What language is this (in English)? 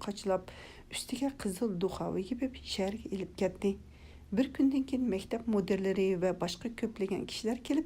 Uyghur